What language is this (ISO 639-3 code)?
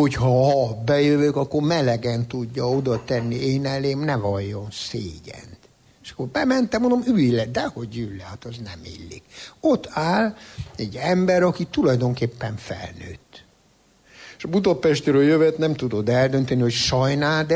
hun